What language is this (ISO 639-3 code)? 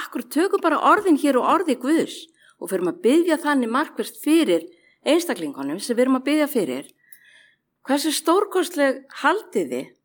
isl